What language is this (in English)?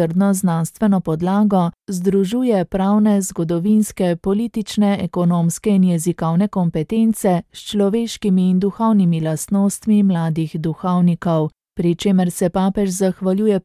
Slovenian